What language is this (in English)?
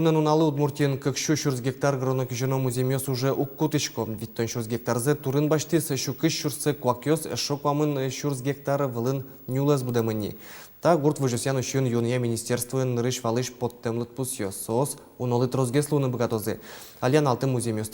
Udmurt